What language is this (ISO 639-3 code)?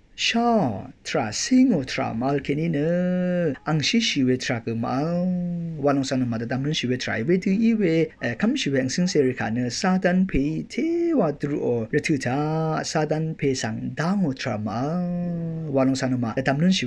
raw